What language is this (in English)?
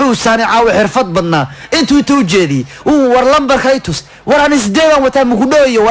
Somali